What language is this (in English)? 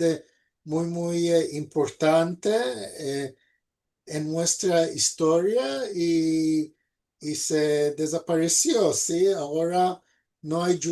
Ladino